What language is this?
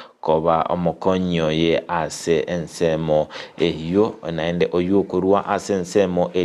Gusii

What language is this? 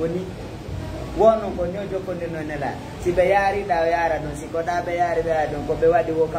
Fula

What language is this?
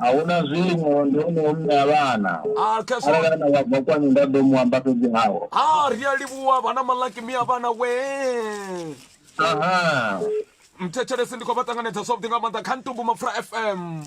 Venda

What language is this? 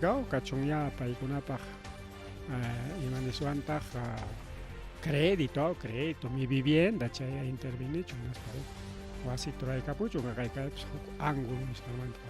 Ayacucho Quechua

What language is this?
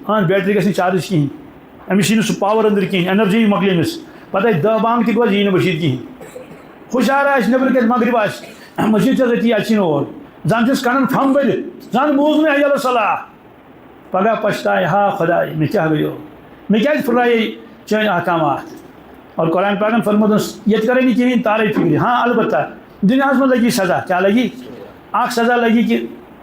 Kashmiri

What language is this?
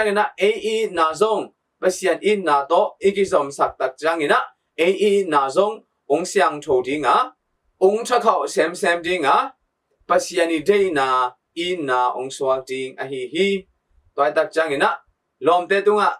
Tedim Chin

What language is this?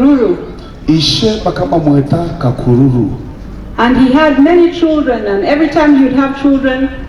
Nyankole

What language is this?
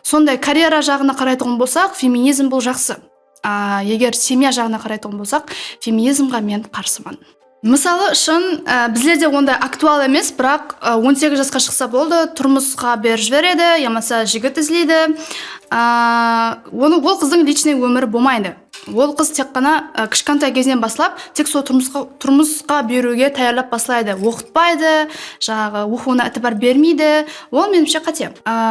Kara-Kalpak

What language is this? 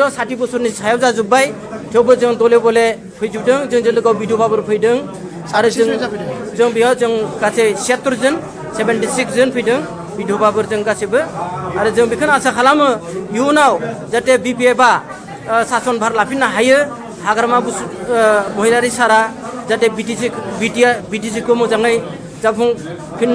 Bodo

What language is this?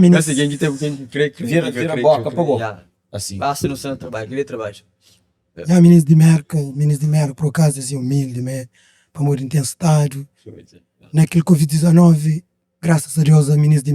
Kabuverdianu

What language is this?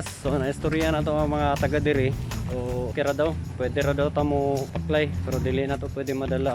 Cebuano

